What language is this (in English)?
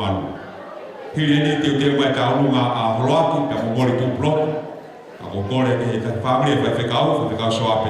Tongan